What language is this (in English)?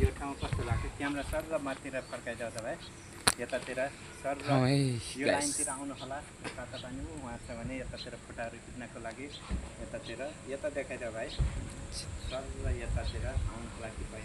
Nepali